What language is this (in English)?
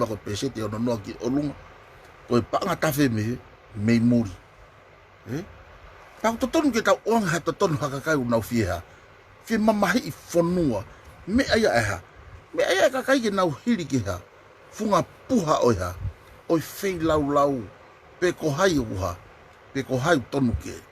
Tongan